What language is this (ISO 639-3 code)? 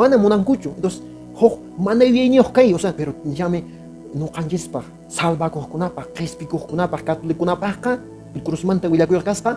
que